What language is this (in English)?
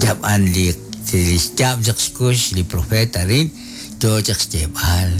Kekchí